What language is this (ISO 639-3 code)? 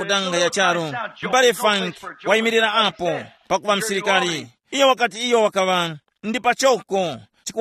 tum